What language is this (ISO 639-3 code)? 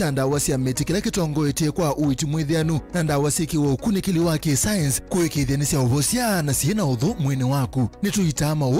kam